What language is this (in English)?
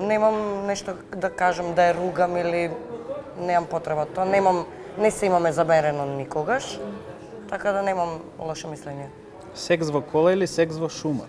Macedonian